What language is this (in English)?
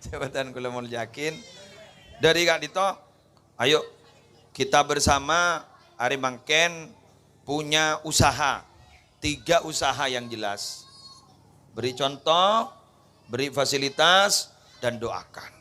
Madurese